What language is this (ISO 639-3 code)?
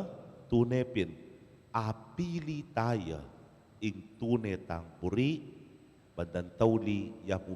pam